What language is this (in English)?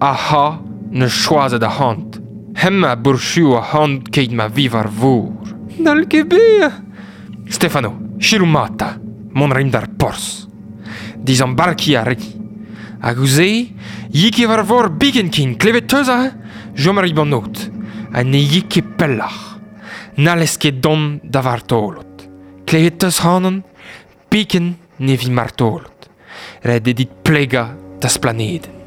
Breton